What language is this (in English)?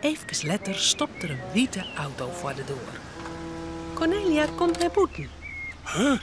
Western Frisian